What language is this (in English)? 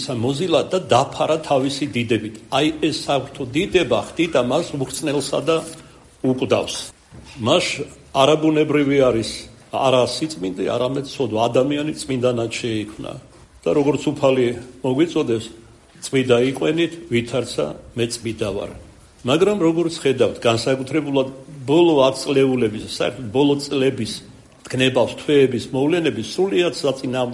Georgian